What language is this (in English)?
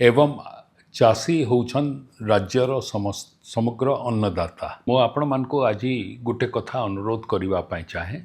Odia